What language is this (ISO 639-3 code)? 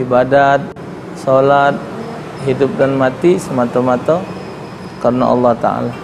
mui